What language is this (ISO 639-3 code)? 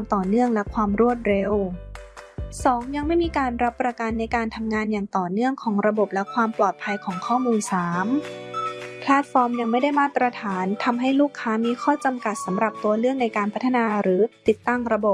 tha